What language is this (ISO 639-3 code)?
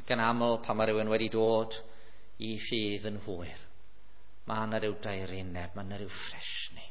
cym